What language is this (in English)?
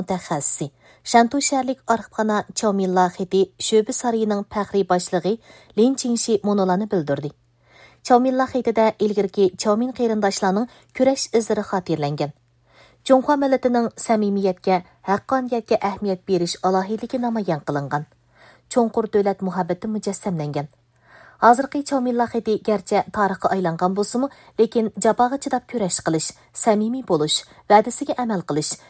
Uyghur